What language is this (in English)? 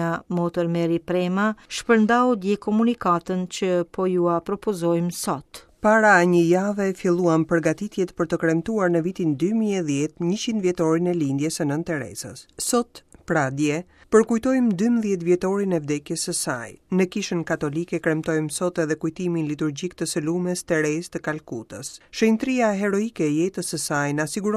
Albanian